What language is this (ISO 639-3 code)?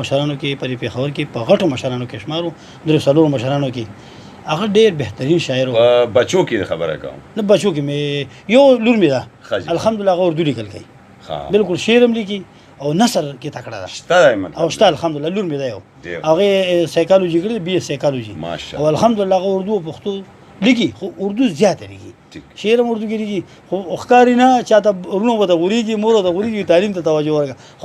pus